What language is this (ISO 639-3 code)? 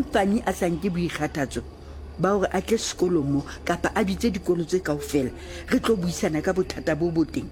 sot